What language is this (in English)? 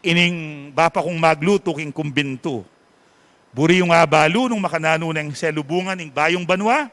Pampanga